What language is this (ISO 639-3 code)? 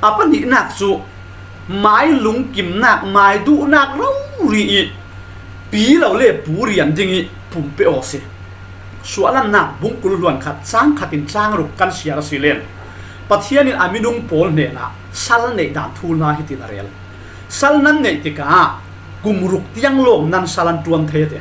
cfm